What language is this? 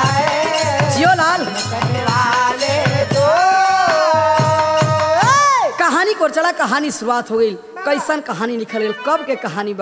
Bhojpuri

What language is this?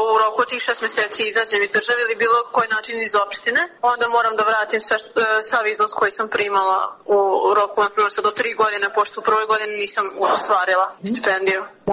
Serbian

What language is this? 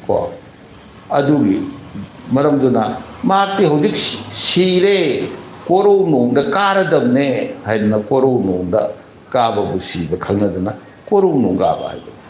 Manipuri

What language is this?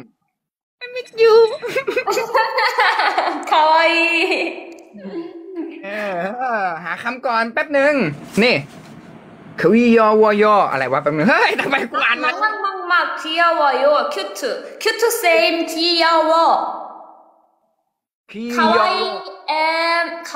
Thai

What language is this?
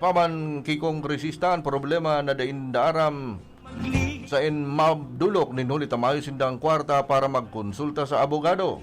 Bikol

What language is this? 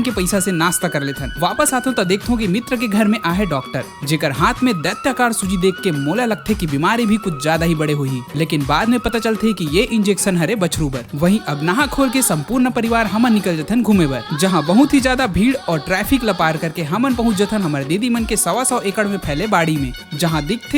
Chhattisgarhi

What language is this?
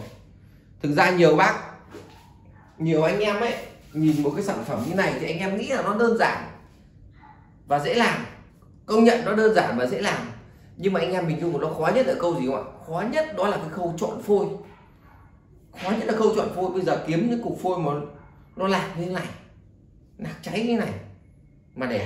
Vietnamese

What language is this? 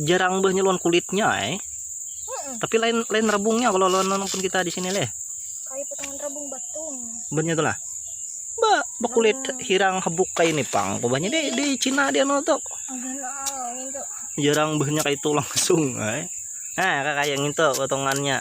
Banjar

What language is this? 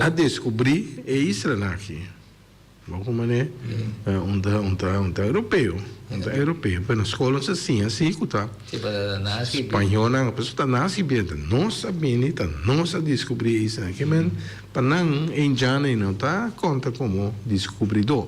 Papiamento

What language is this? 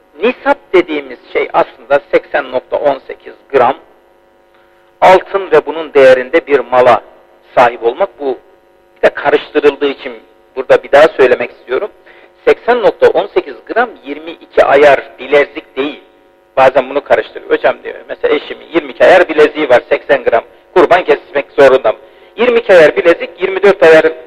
Turkish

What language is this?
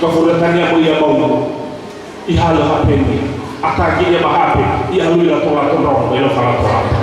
Nias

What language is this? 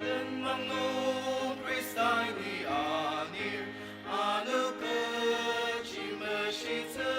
Ao Naga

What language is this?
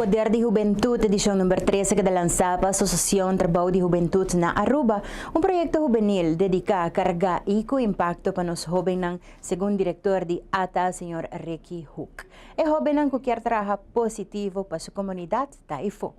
Papiamento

